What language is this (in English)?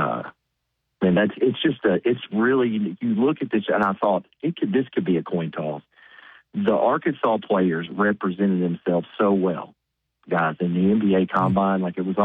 English